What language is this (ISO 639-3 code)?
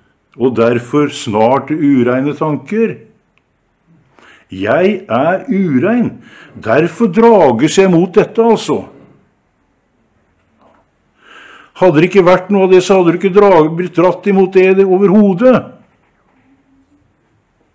nor